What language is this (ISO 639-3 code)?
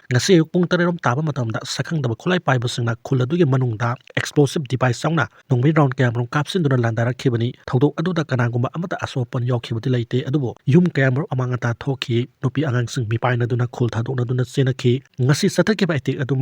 mni